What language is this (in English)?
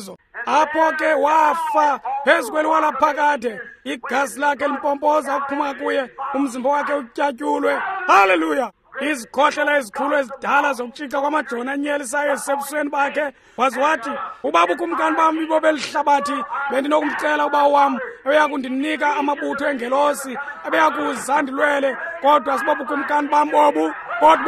Xhosa